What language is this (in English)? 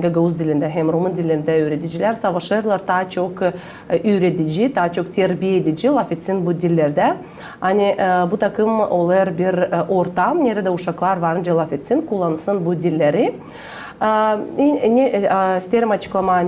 Gagauz